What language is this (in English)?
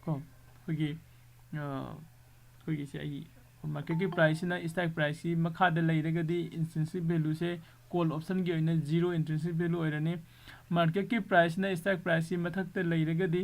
Manipuri